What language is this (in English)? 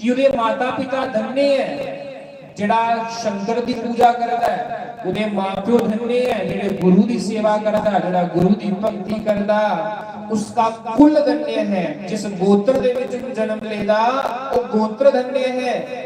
Dogri